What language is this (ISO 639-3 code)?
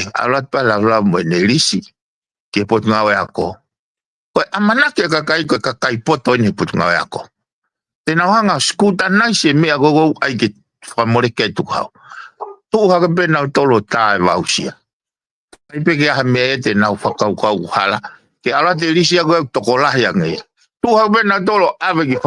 ton